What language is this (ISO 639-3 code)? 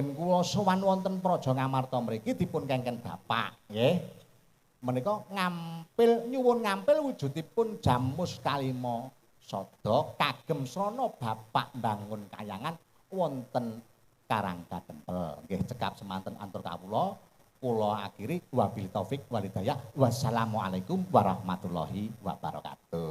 jav